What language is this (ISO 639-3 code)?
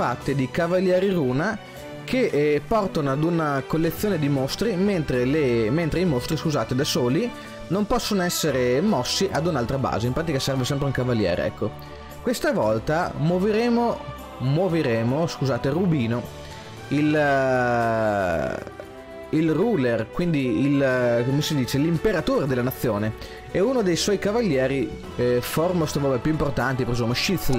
ita